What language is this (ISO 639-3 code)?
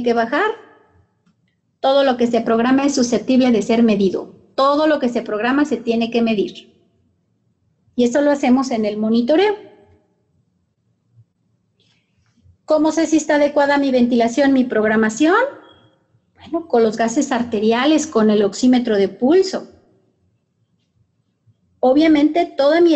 spa